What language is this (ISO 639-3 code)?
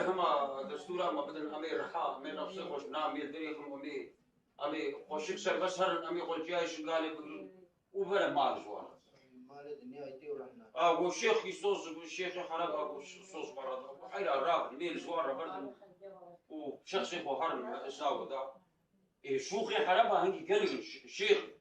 kur